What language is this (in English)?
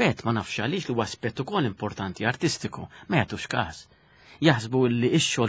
Maltese